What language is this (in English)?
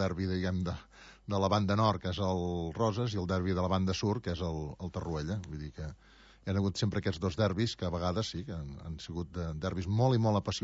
Catalan